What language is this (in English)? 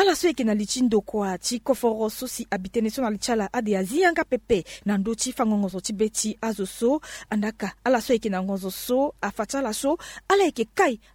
Sango